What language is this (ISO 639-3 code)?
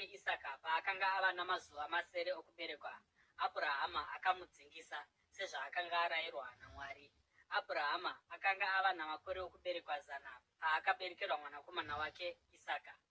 sna